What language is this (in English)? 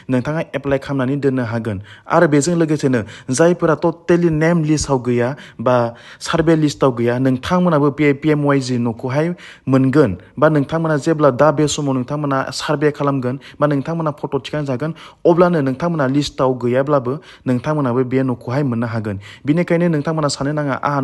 Bodo